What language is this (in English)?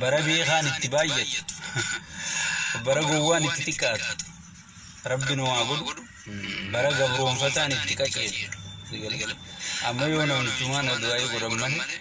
Oromo